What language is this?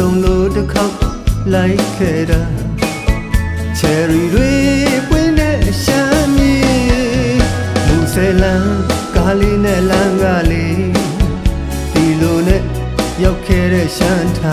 Burmese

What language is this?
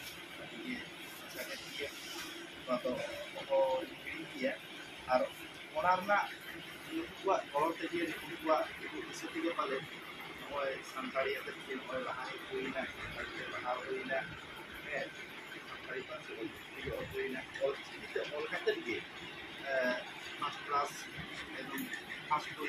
Santali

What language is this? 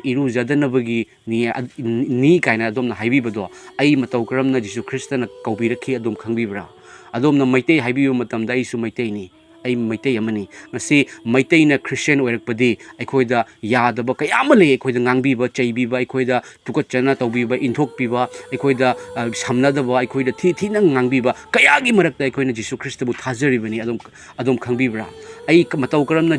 Manipuri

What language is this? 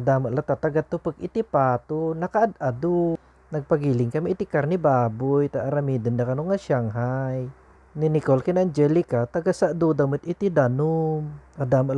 Iloko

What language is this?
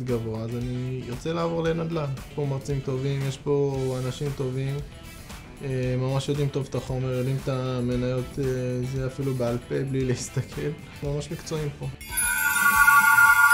Hebrew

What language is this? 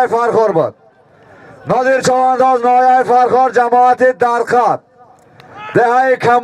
Tajik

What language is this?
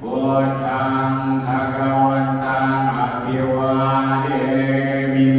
Pali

